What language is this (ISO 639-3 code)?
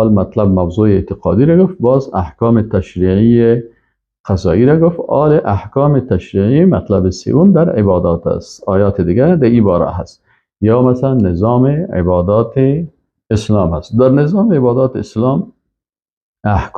fas